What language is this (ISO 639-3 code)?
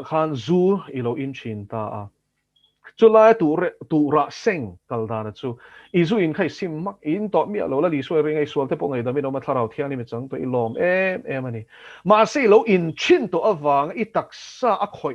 lus